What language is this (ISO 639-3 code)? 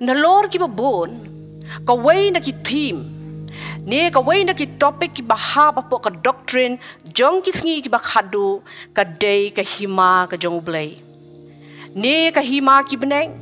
kha